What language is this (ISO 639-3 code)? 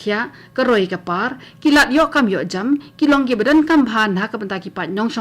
kha